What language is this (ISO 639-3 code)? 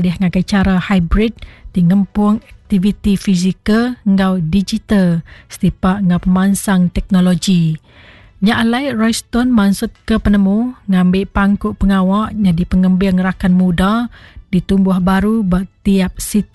iba